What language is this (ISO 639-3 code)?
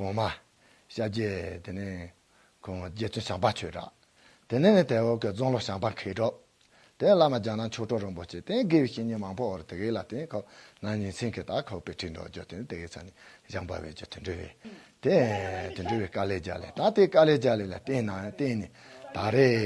bod